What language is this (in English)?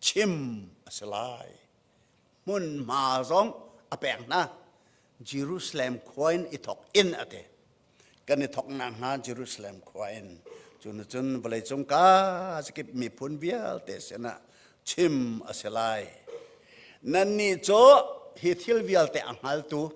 Hakha Chin